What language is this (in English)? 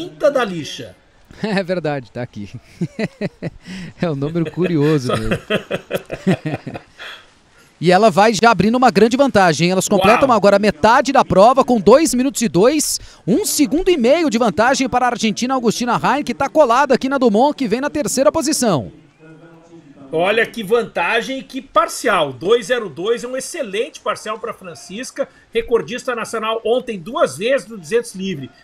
Portuguese